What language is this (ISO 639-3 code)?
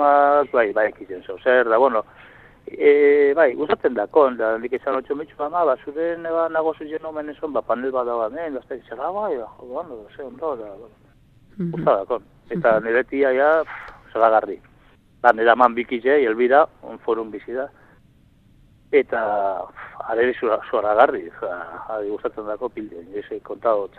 eus